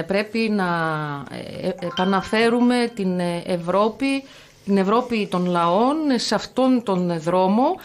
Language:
Greek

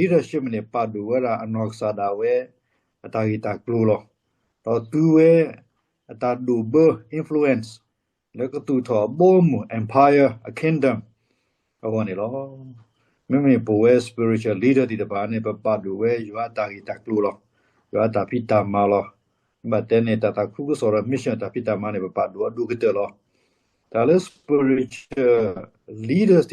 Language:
S'gaw Karen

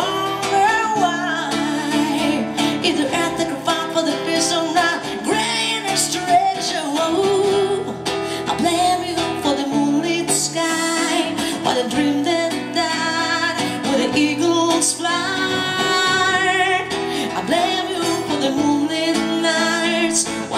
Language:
English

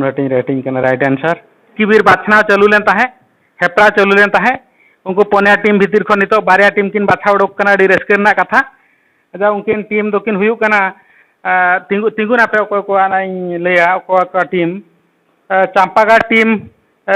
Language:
Santali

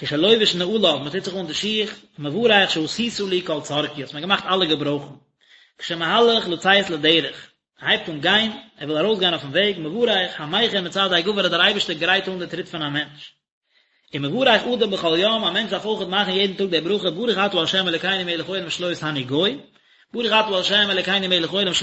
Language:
Yiddish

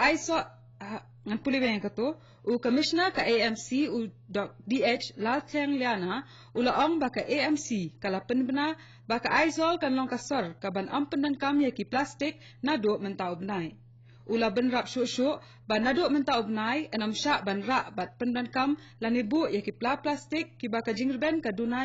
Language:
Khasi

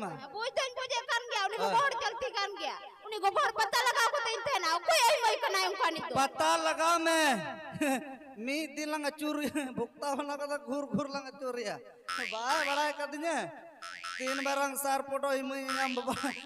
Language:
Santali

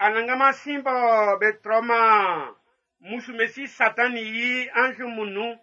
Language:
Baoulé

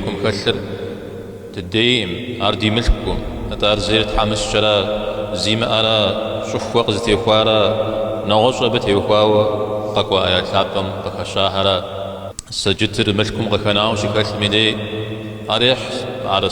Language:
Kabardian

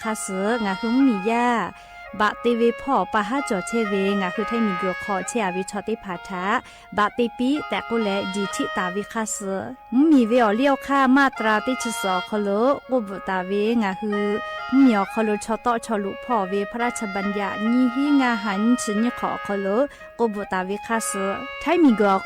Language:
Lahu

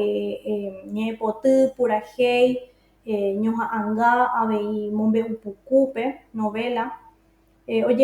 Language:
Guarani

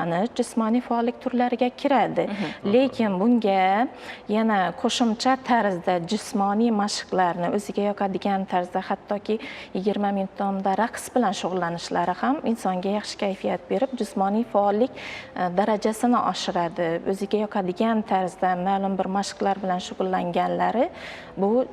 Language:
Uzbek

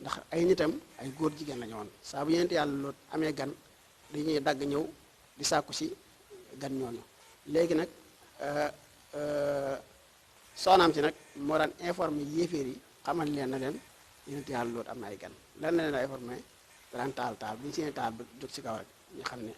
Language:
Wolof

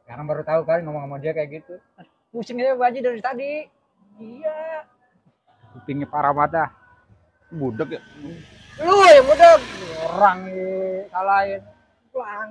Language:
Betawi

